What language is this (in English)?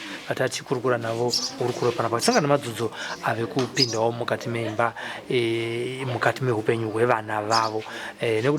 Shona